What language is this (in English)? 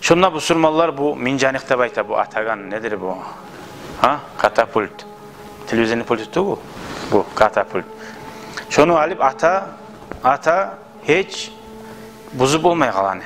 Kumyk